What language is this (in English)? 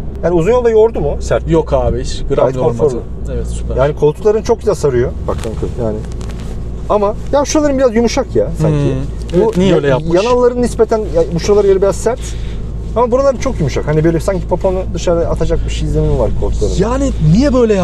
Turkish